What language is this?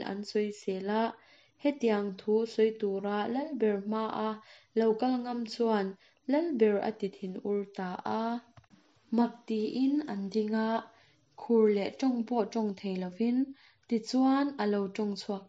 Mizo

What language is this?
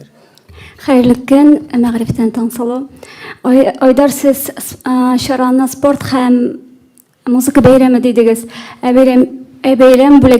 Tatar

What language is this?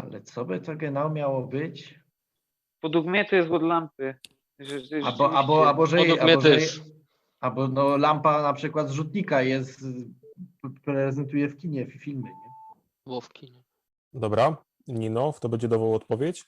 Silesian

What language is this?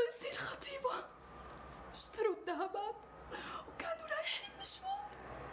North Levantine Arabic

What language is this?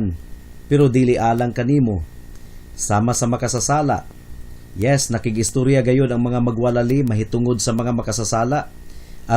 Cebuano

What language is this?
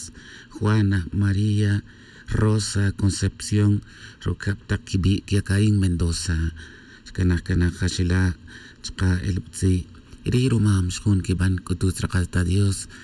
Tz'utujil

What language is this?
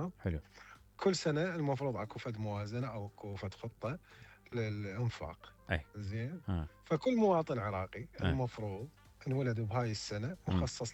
Mesopotamian Arabic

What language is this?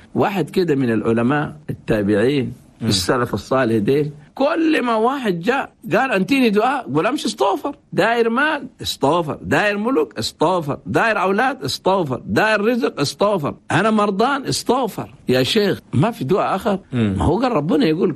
Chadian Arabic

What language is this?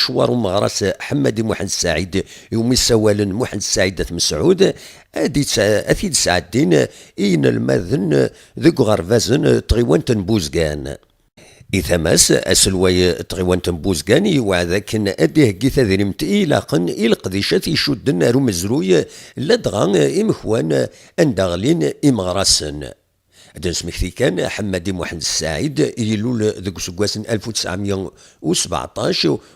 Kabyle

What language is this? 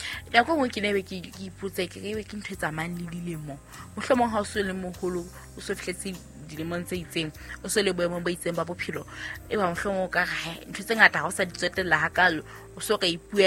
Southern Sotho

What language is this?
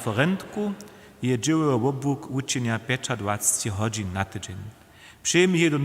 Upper Sorbian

